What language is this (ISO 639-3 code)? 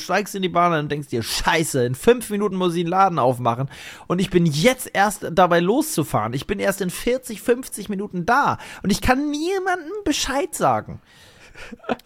deu